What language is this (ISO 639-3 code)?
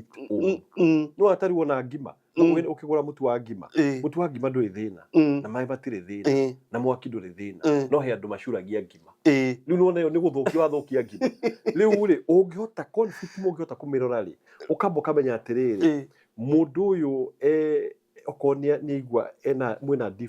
kik